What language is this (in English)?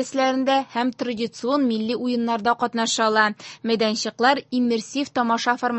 Tatar